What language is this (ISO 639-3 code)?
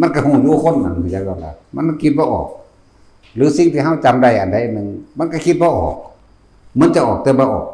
tts